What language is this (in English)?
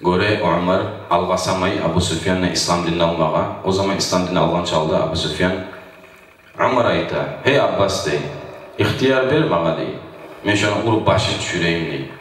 Kumyk